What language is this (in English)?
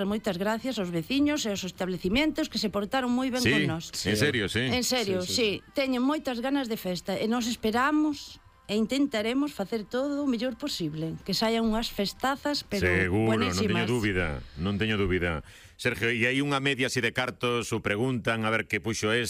Galician